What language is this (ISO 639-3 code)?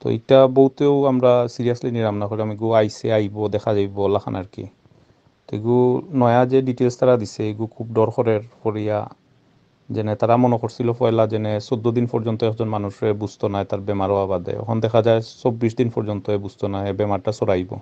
syl